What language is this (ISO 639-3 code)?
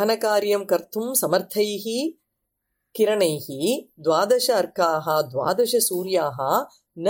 san